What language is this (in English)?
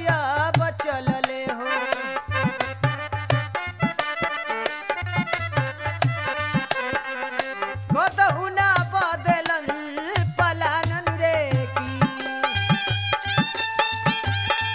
Bhojpuri